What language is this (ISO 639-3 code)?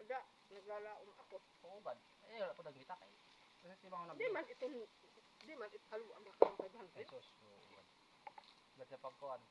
war